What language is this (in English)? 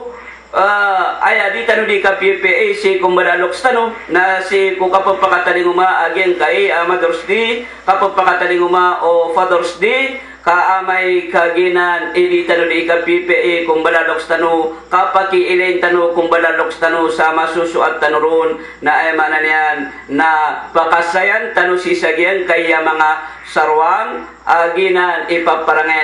Maranao